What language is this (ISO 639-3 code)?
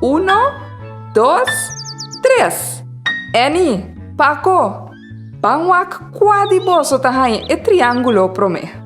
pap